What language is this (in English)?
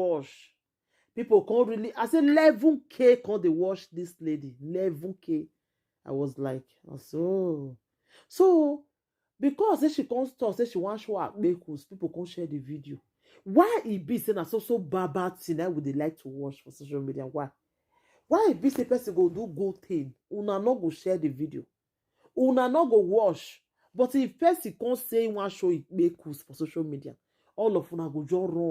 Nigerian Pidgin